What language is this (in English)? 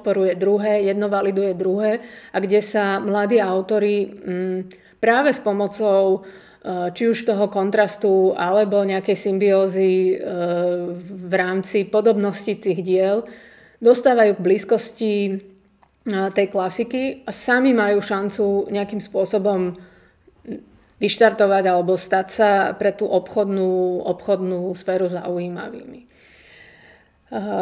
Slovak